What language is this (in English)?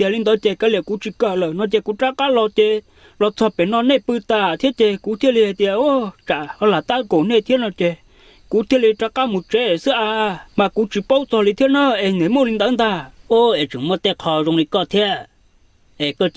Hmong